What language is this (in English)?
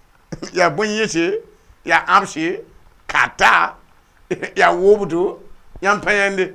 Mossi